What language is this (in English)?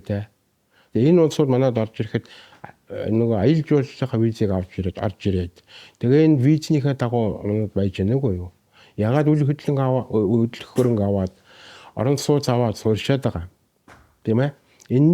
Mongolian